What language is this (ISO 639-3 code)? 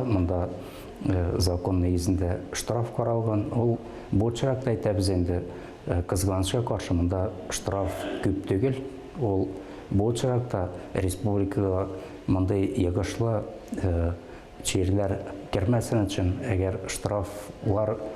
tat